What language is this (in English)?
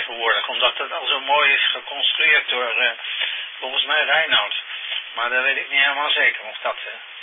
Dutch